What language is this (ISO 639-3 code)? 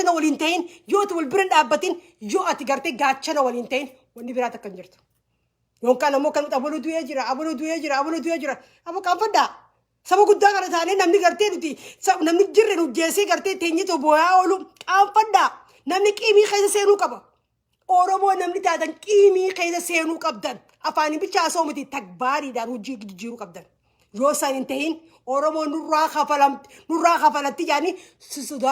orm